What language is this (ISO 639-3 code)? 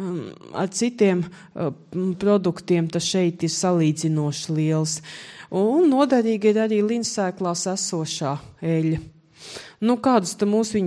lav